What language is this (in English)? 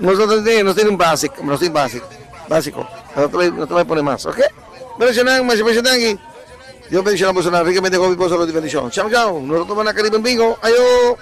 Papiamento